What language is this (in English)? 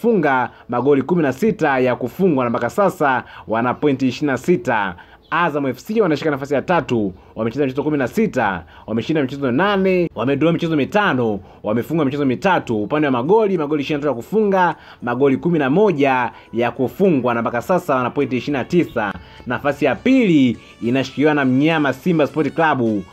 Swahili